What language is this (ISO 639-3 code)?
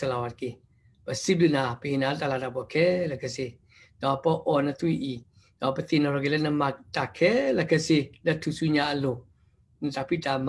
ksw